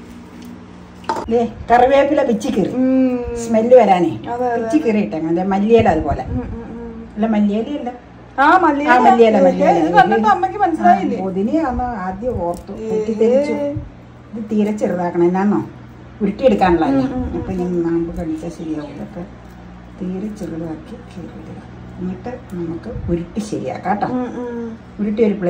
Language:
Malayalam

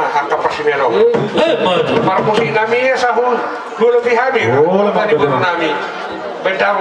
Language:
Batak Toba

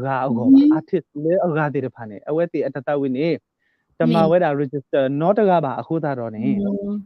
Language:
S'gaw Karen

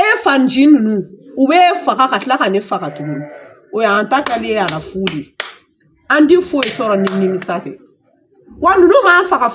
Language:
Bambara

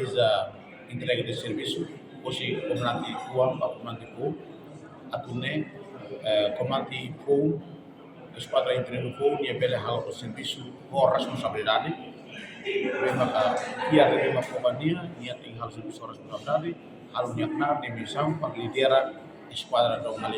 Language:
Tetum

